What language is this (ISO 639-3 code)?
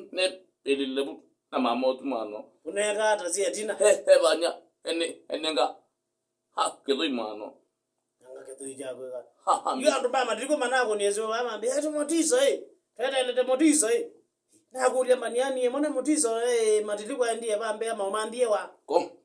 kam